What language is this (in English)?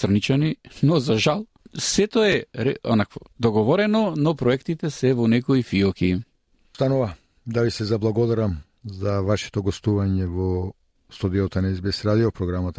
Macedonian